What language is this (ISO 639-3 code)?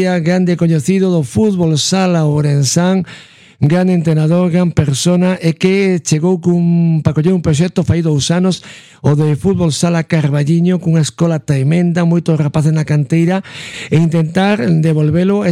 glg